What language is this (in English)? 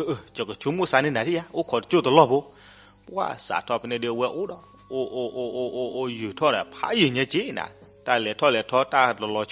S'gaw Karen